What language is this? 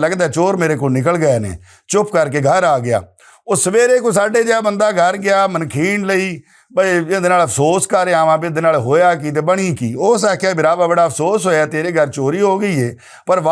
Western Panjabi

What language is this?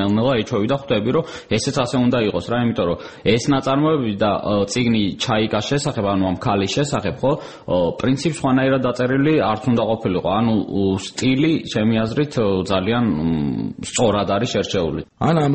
Georgian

